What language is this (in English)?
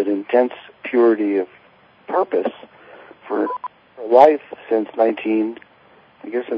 English